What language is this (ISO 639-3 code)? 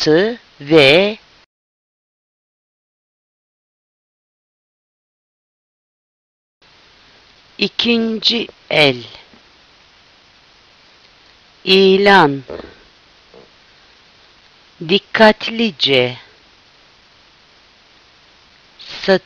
tur